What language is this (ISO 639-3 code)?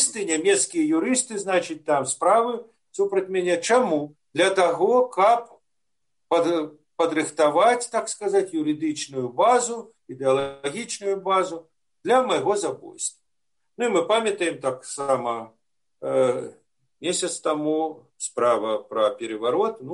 bel